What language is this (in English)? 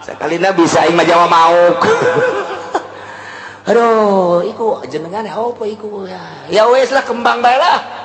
Sundanese